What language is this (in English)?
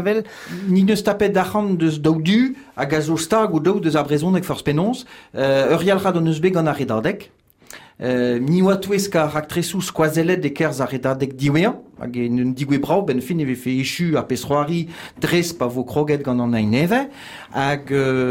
Breton